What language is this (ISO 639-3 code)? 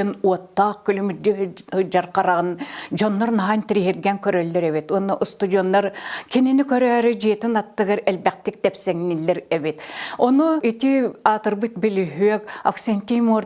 sah